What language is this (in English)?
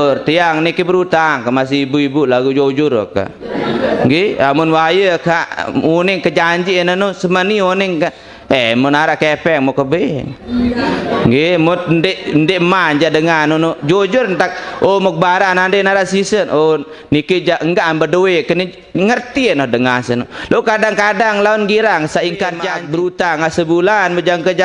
Sasak